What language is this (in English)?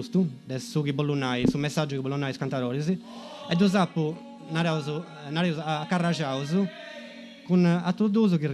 Sardinian